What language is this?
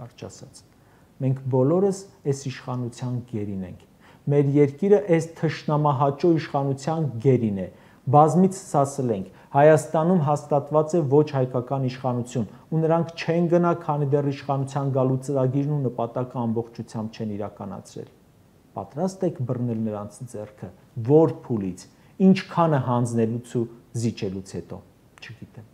Armenian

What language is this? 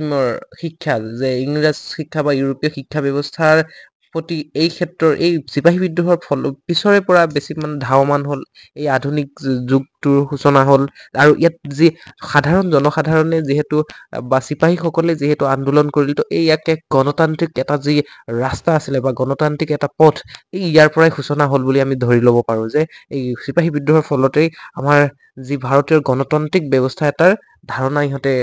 Assamese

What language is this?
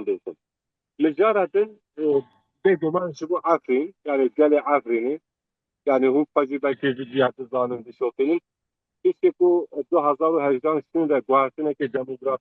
Kurdish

